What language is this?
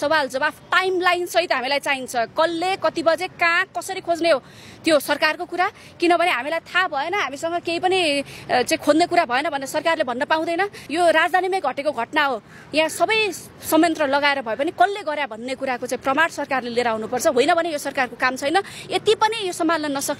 Nepali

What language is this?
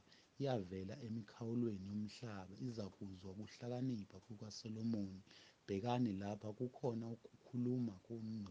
Zulu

